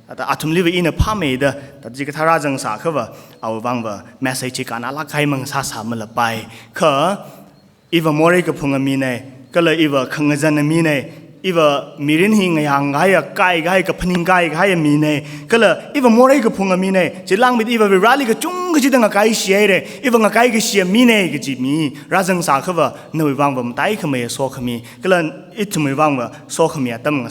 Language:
Tangkhul Naga (India)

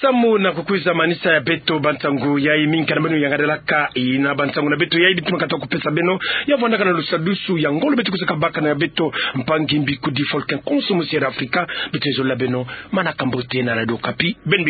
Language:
Kituba (Democratic Republic of Congo)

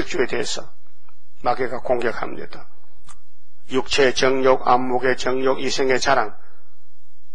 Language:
Korean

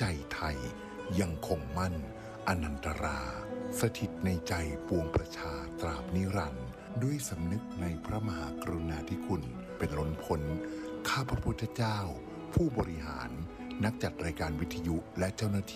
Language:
Thai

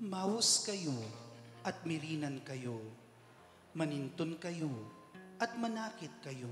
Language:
Pampanga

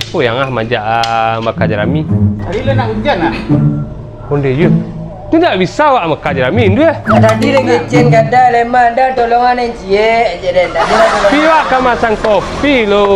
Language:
Minangkabau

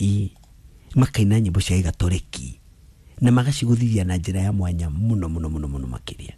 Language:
Kikuyu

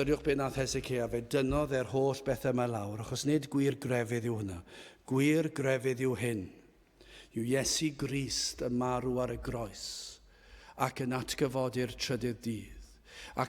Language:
Welsh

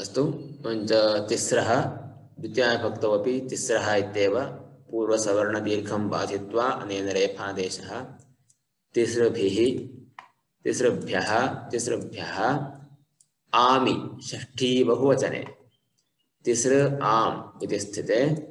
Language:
Sanskrit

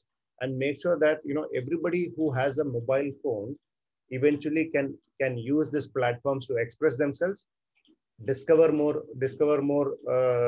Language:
English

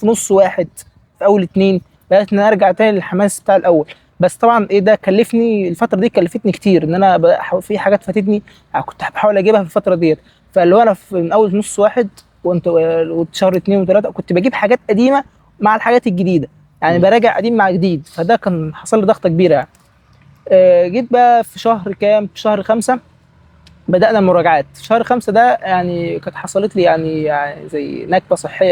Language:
Egyptian Arabic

